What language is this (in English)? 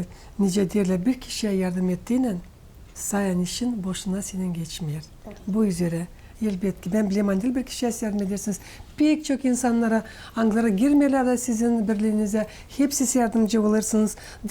Gagauz